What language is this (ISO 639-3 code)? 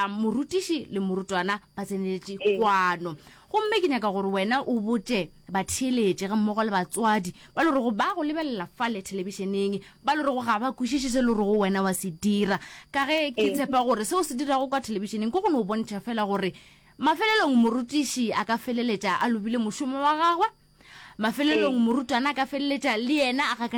nso